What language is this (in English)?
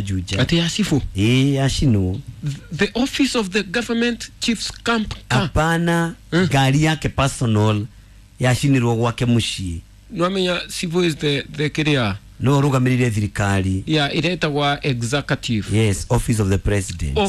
Kikuyu